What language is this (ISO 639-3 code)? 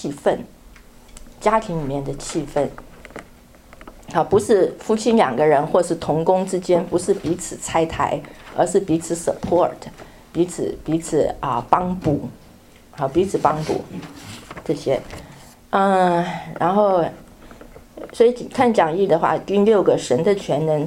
zho